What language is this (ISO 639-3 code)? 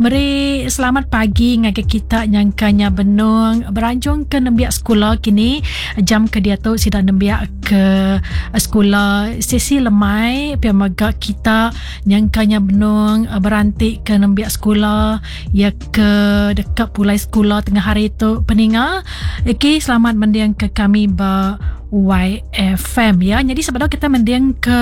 iba